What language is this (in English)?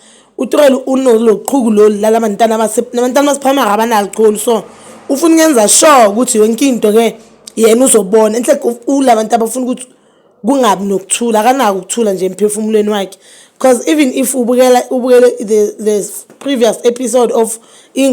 Zulu